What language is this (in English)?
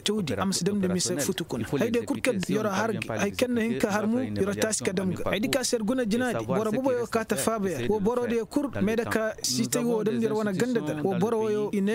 Koyraboro Senni